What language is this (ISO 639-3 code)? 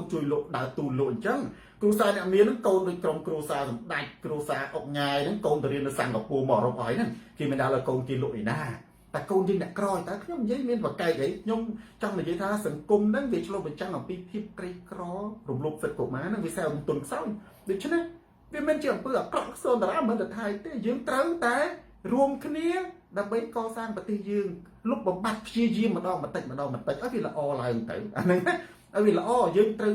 khm